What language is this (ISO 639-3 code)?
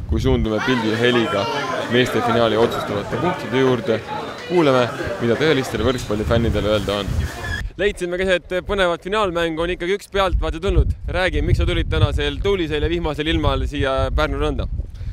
est